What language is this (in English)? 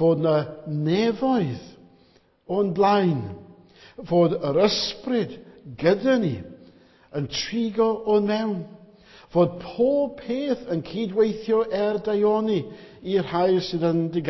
Welsh